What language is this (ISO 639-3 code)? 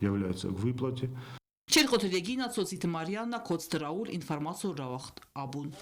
oss